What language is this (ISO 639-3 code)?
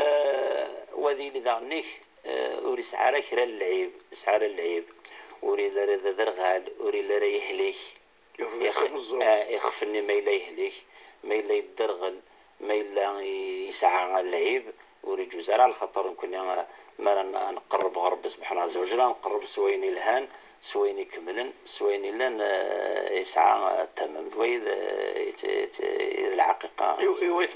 kab